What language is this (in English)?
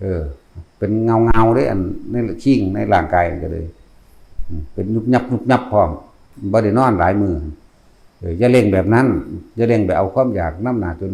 Northeastern Thai